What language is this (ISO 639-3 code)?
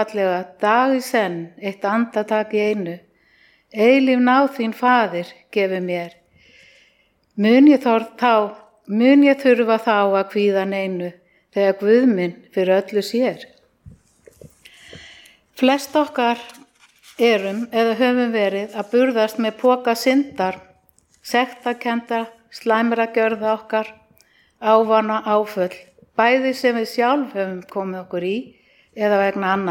isl